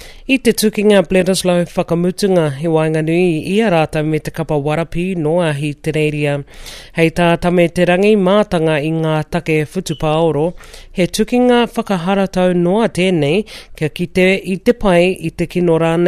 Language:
Māori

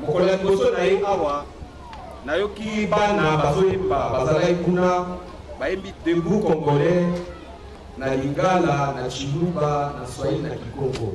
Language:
Lingala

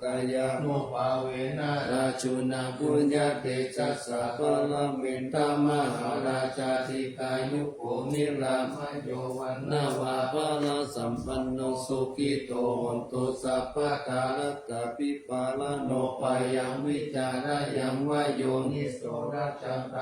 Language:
Pali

